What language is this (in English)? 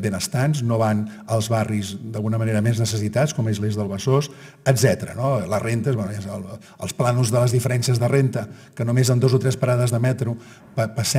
Catalan